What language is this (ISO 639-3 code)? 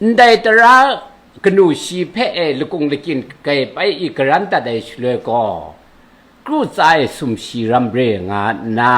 kac